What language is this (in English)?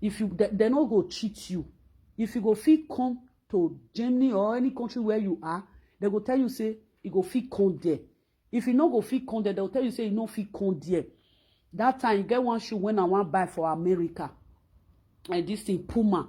Nigerian Pidgin